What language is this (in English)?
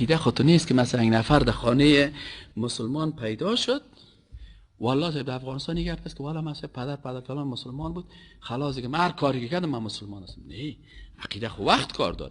Persian